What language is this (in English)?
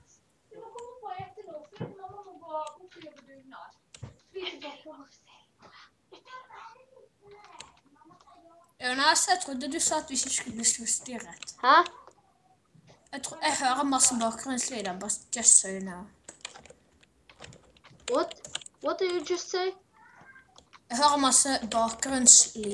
Norwegian